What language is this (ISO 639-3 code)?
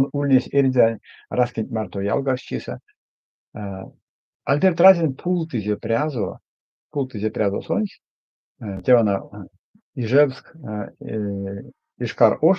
myv